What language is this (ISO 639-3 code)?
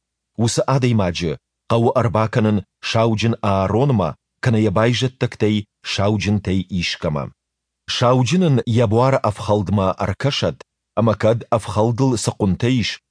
oss